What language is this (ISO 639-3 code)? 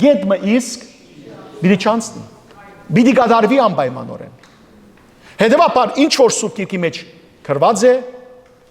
hyw